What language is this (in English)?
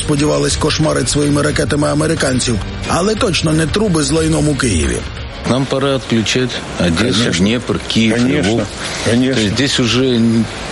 Ukrainian